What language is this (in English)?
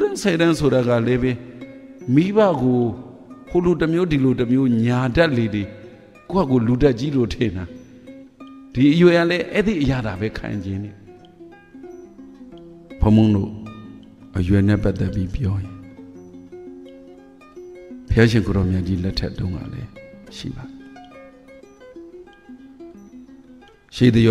Burmese